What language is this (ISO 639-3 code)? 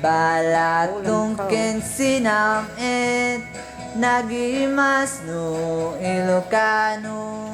ilo